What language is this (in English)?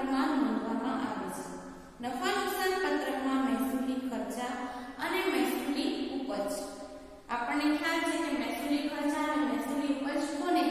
Gujarati